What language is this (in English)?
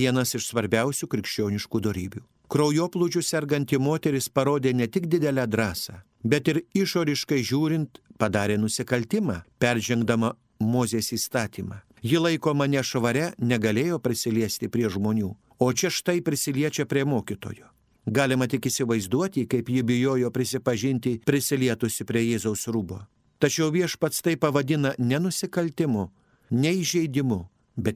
Lithuanian